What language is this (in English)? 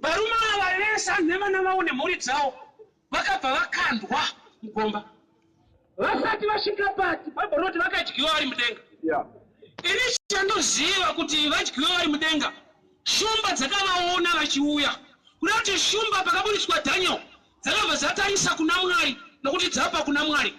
Shona